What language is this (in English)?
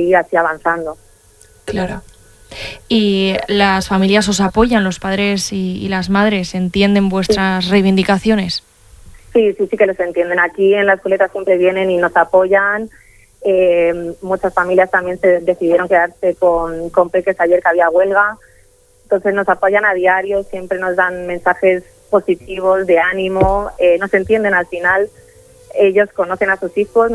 Spanish